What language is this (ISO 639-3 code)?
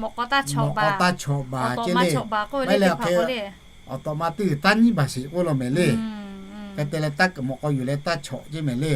lhu